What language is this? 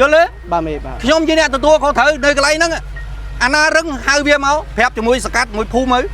Khmer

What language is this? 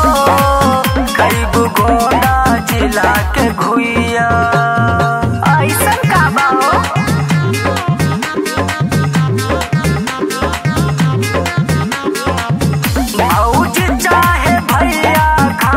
Bhojpuri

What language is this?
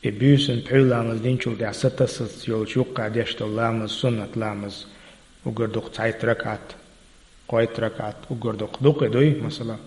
Chechen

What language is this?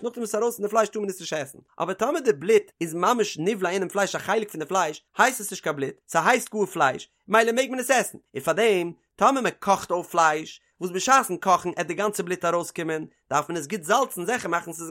Yiddish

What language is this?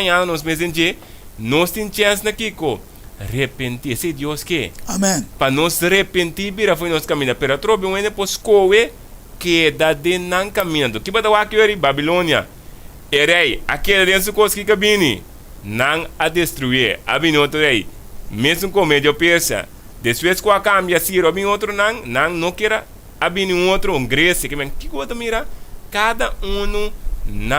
Papiamento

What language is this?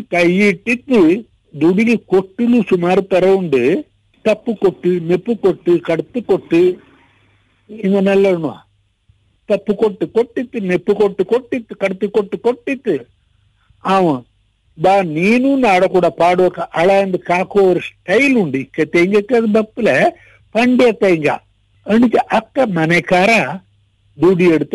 Kannada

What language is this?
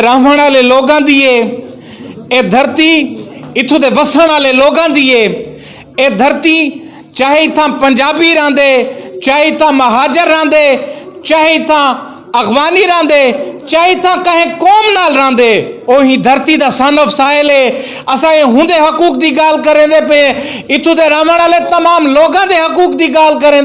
Saraiki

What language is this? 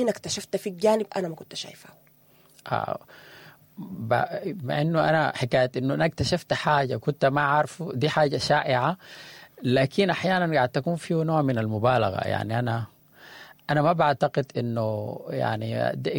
Sudanese Arabic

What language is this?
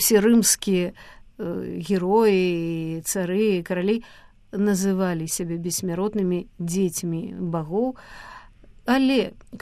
Belarusian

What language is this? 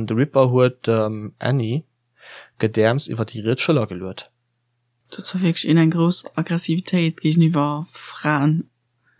Luxembourgish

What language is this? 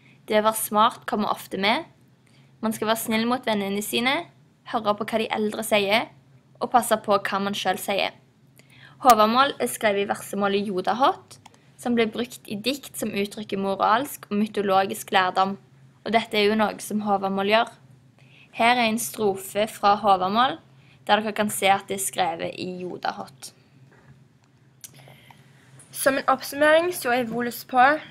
Norwegian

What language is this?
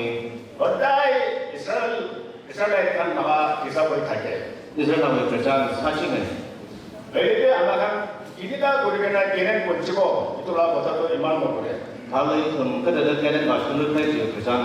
Tangkhul Naga (India)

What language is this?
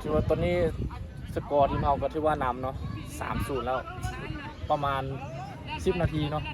Lao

